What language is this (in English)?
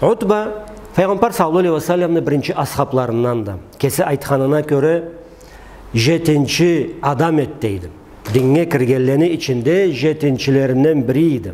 Karachay-Balkar